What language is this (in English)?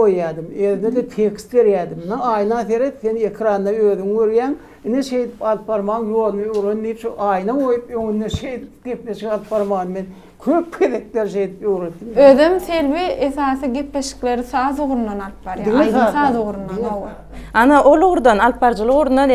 Turkmen